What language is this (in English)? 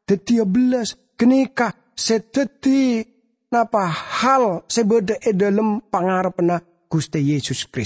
Madurese